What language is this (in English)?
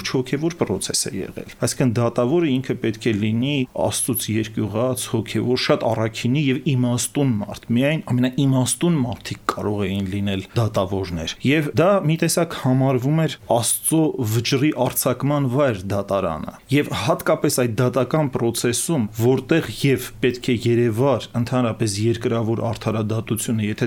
Armenian